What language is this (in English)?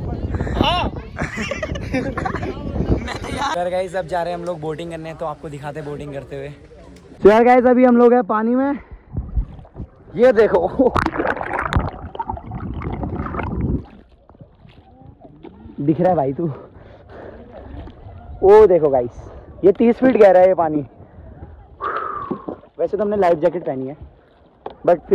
Hindi